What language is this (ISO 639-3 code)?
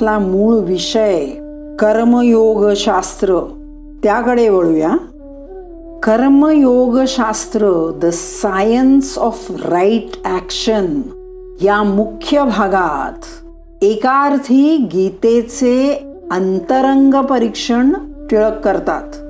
mar